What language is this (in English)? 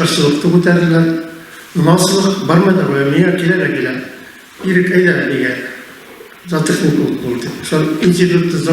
Bashkir